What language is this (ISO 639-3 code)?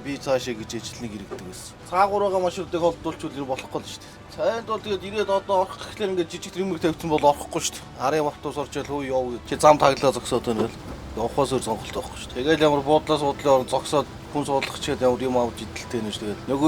mon